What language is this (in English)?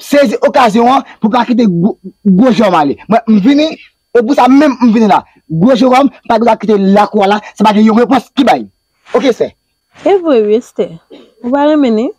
Haitian Creole